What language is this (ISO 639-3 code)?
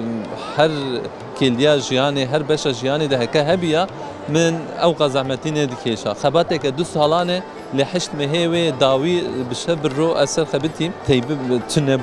kur